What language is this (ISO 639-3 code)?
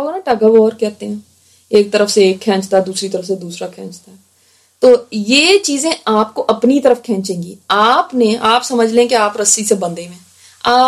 urd